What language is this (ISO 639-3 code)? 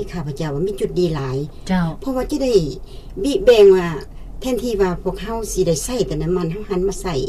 lao